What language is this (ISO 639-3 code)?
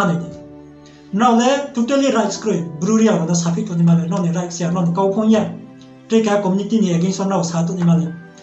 ria